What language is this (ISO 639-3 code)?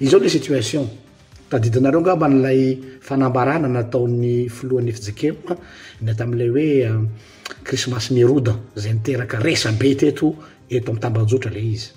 mlg